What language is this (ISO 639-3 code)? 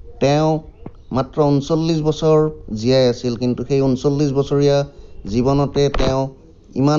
asm